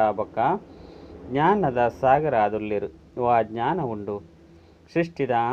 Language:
Tulu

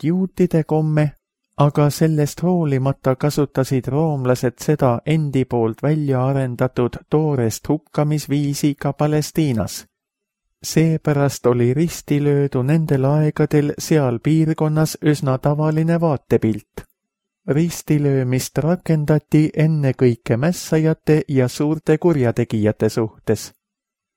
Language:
Estonian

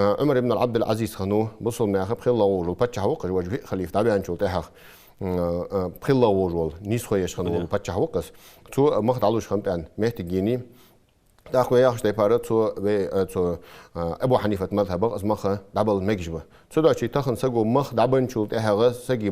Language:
Ingush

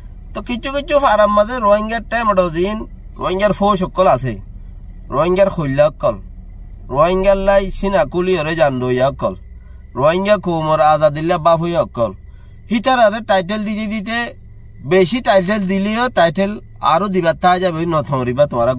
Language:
Rohingya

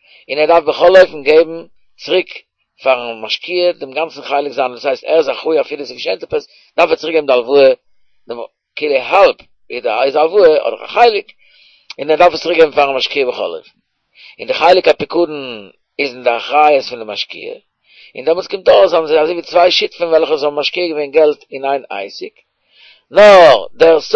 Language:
Yiddish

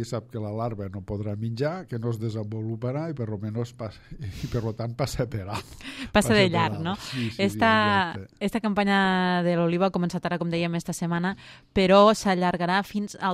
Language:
Catalan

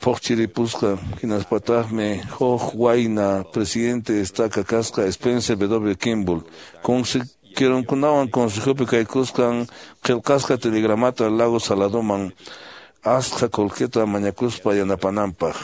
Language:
Quechua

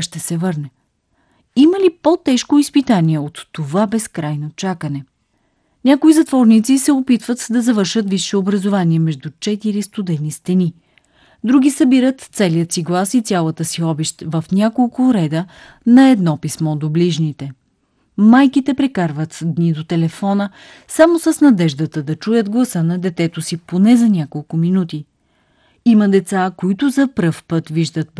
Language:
Bulgarian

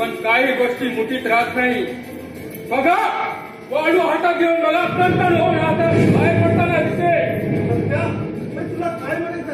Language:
Marathi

